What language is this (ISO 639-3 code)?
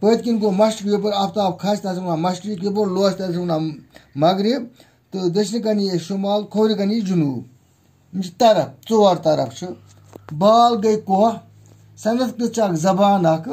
kas